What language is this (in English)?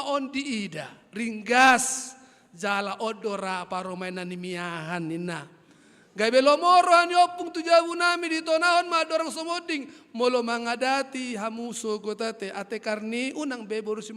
Batak Toba